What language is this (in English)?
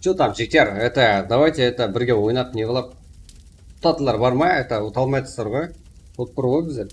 Kara-Kalpak